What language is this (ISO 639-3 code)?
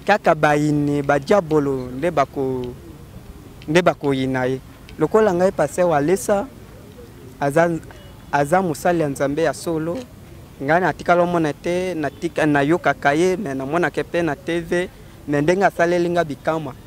lin